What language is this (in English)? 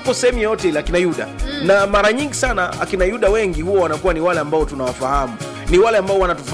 Swahili